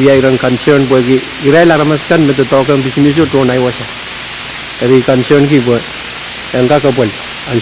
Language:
Pohnpeian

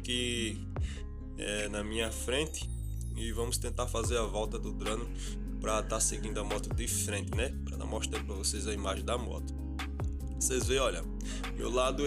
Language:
Portuguese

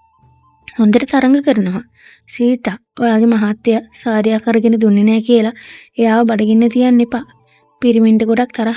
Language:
Sinhala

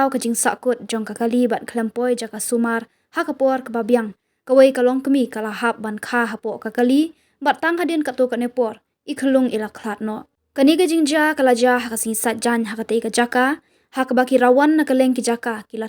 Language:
Khasi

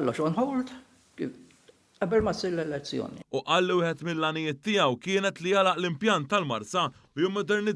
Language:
Maltese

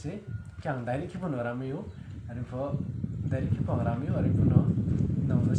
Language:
Riang (India)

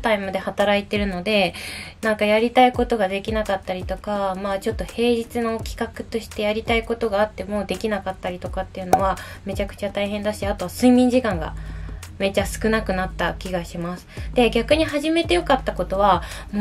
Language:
Japanese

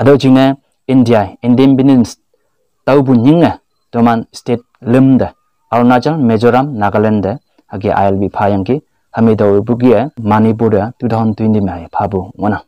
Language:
Konyak Naga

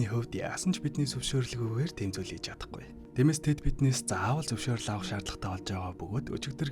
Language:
Mongolian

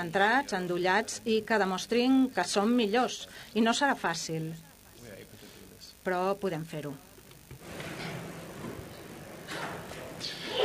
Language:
Catalan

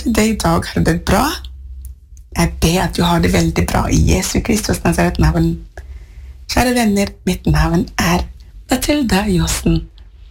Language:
Norwegian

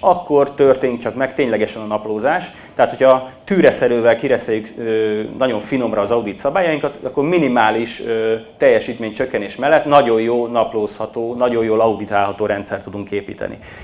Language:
Hungarian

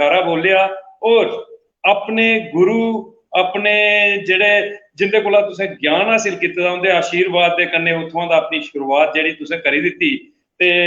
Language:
Dogri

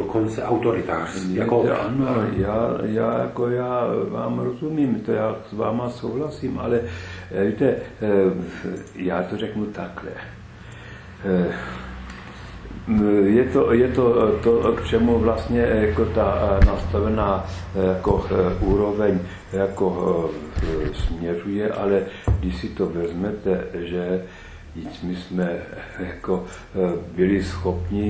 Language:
Czech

